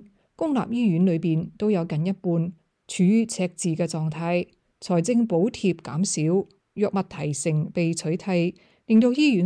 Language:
Cantonese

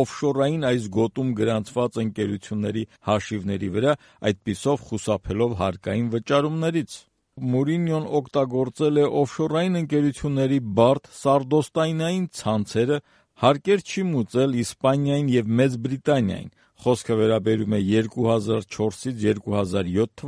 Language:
Armenian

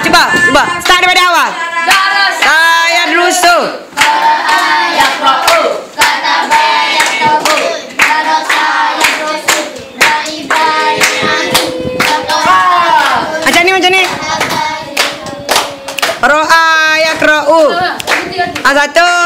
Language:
Malay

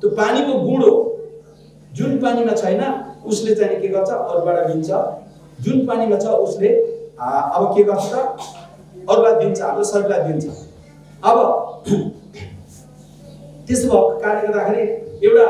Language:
Nepali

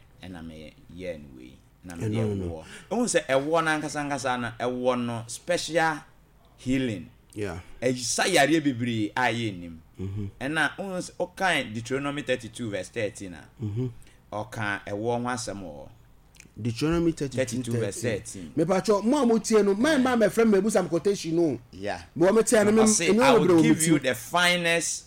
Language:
Akan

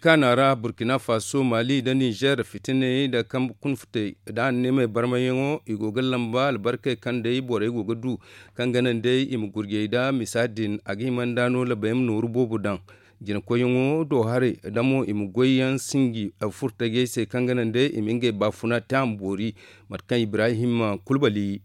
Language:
Zarma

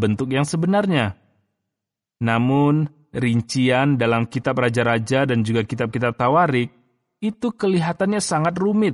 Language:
Indonesian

